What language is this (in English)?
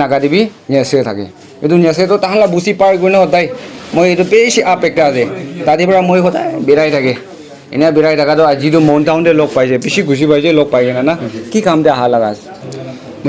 Naga Pidgin